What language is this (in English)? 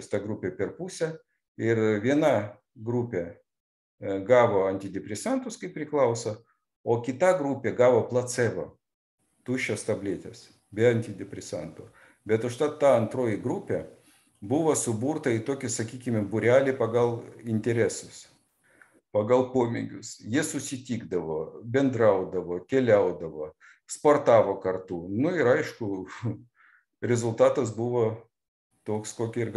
Lithuanian